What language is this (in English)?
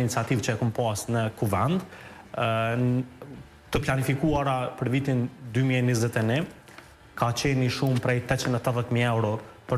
Albanian